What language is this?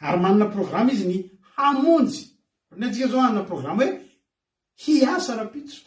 Malagasy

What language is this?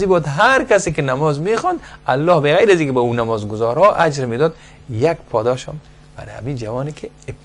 Persian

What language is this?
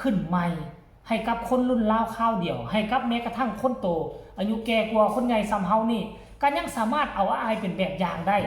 Northeastern Thai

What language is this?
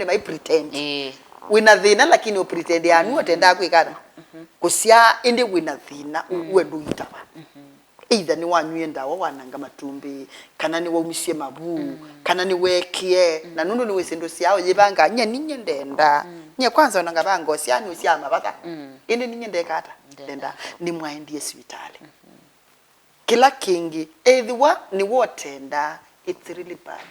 Kamba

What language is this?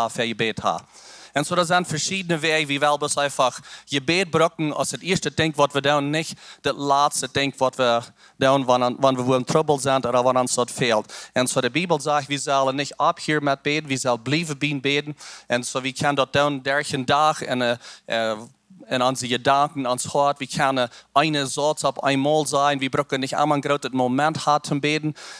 Plautdietsch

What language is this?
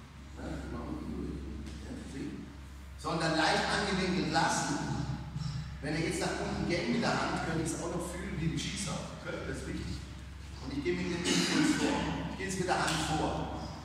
German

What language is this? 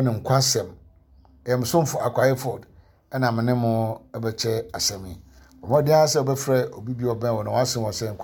Akan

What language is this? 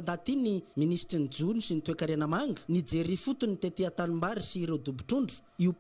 Malagasy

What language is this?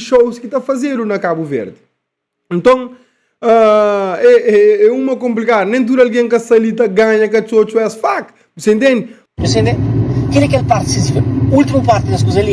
Kabuverdianu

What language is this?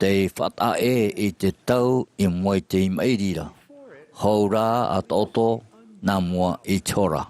Tahitian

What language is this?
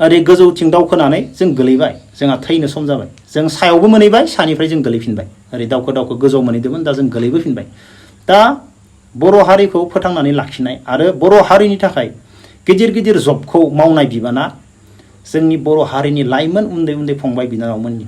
Bodo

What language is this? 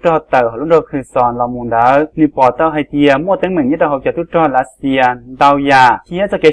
Hmong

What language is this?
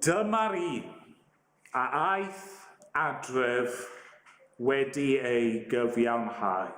Welsh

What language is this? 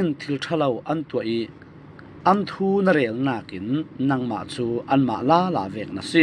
Falam Chin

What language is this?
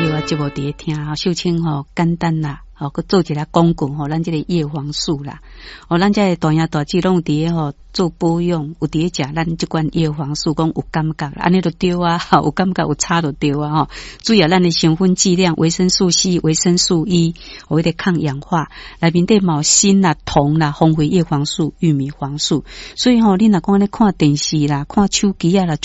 Min Nan Chinese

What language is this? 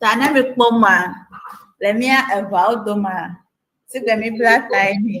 Ewe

